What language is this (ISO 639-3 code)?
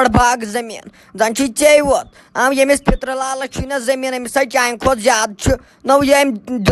kas